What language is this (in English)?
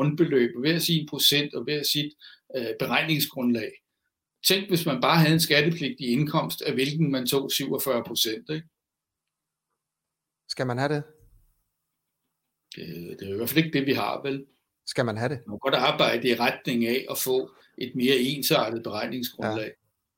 Danish